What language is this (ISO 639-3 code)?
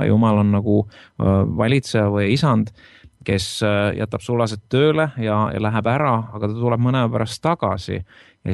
est